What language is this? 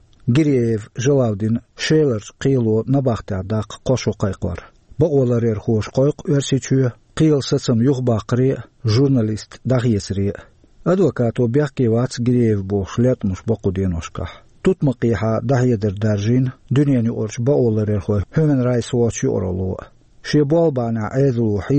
Chechen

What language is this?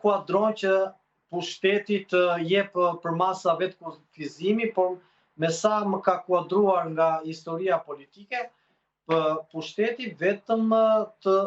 Albanian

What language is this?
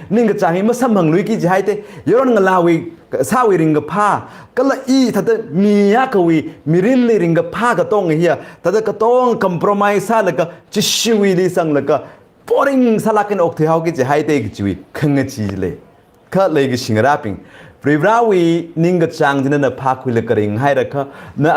Tangkhul Naga (India)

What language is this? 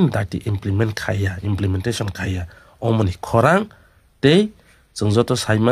Kok Borok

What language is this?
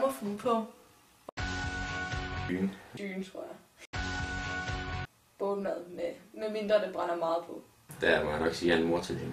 Danish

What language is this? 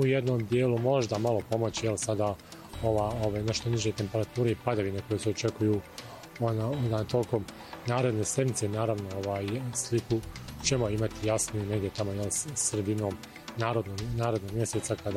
Bosnian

